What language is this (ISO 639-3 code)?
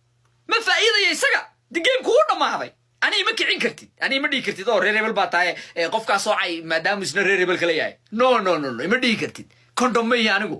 som